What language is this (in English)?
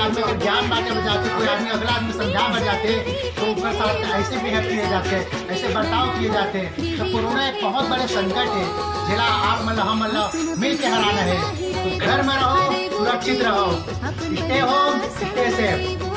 Chhattisgarhi